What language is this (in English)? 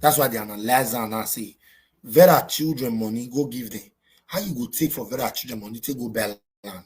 Nigerian Pidgin